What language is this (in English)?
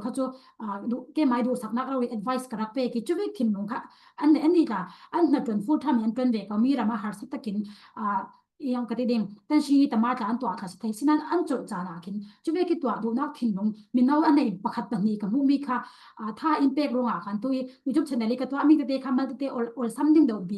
Falam Chin